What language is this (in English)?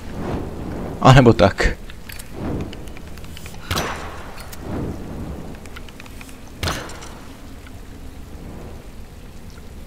Czech